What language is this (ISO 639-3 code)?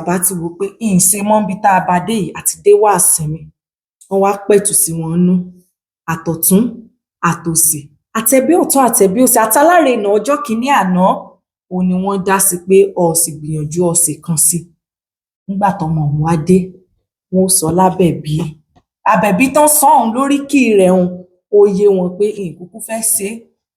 yor